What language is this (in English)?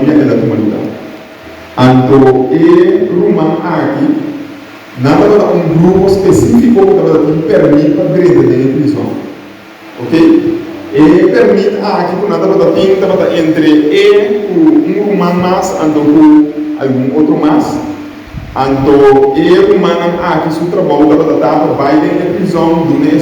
Papiamento